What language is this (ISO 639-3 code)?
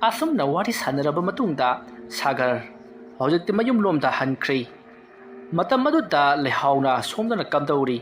mni